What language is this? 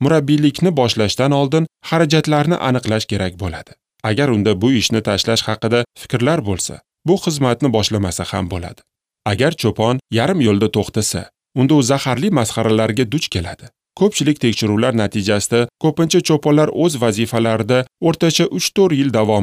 Uzbek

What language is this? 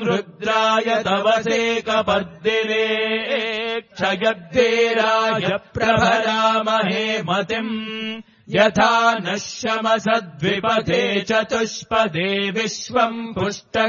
Sanskrit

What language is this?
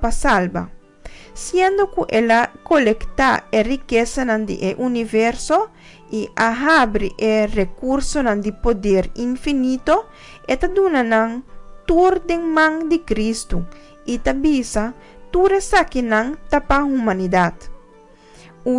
Papiamento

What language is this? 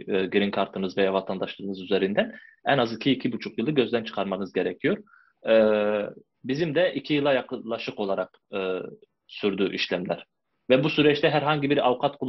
Turkish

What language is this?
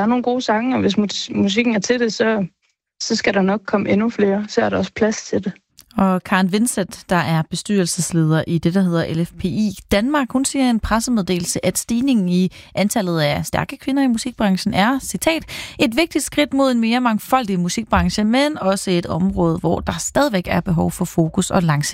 Danish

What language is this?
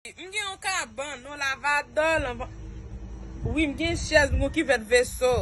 Haitian Creole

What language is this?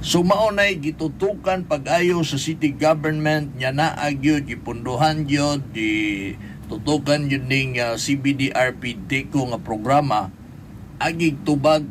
Cebuano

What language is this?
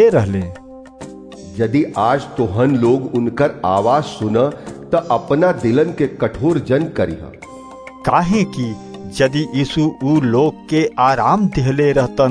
Bhojpuri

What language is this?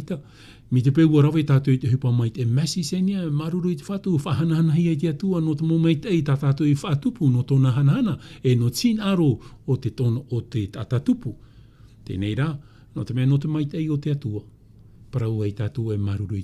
Tahitian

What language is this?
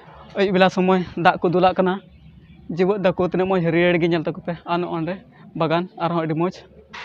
Santali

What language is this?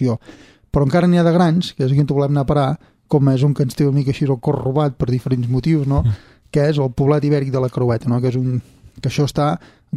Catalan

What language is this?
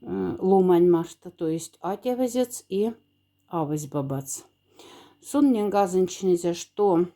Moksha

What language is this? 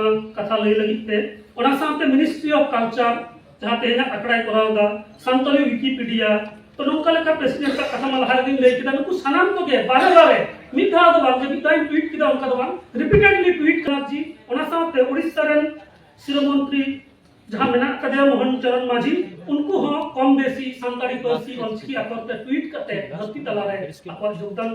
Santali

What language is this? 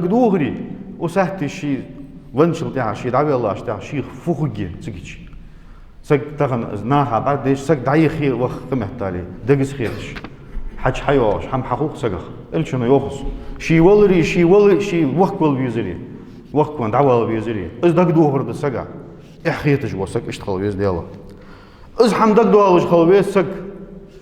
Ingush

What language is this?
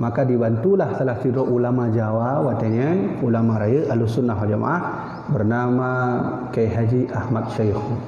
Achinese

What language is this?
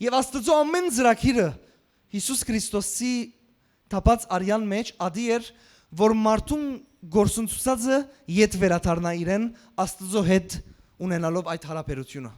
Western Armenian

